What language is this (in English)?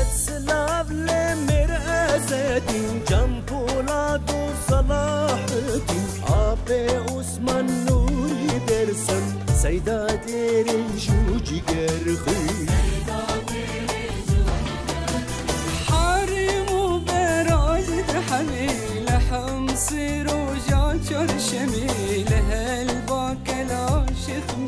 Kurdish